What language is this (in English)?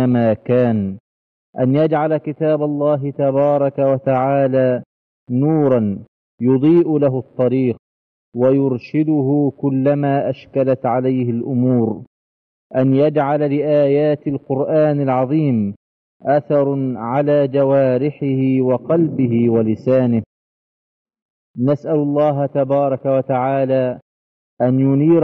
Arabic